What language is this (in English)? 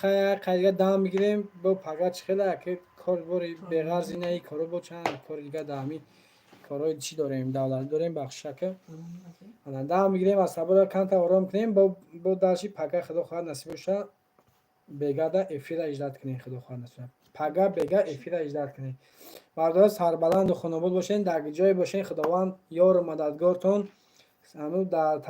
Tajik